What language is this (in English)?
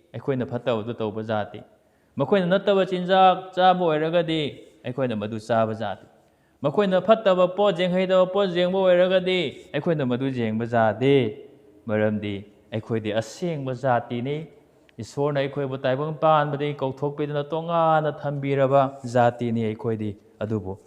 Manipuri